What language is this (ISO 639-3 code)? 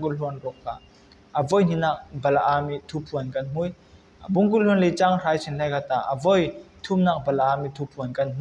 cfm